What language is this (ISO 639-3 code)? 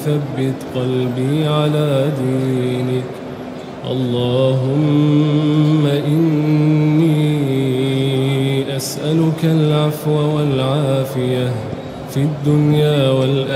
ara